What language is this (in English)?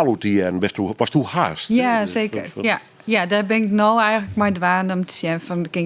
Western Frisian